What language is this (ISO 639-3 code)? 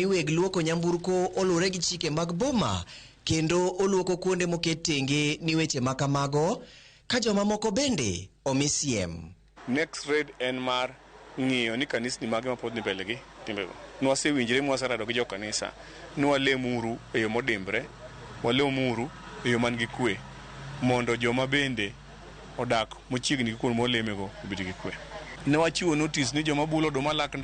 luo